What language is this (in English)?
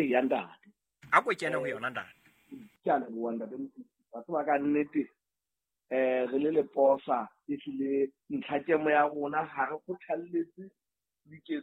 Southern Sotho